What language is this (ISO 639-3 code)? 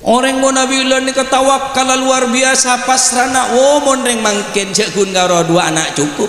mad